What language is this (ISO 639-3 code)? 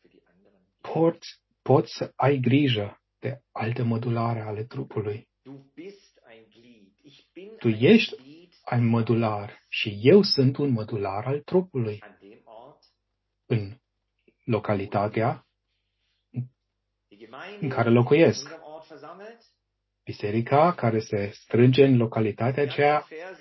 ron